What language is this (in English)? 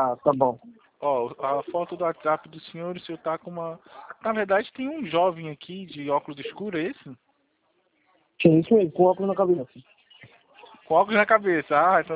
Portuguese